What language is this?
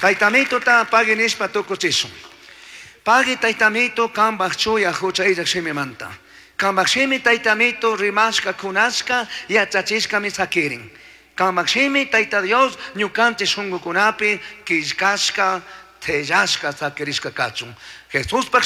Chimborazo Highland Quichua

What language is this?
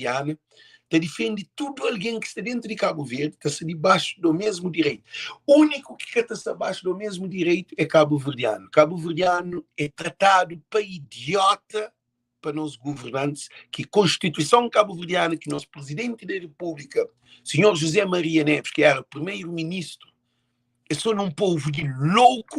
Kabuverdianu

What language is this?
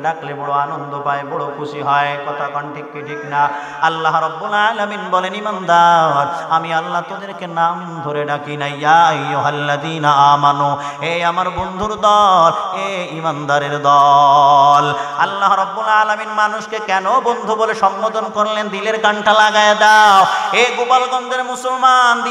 Bangla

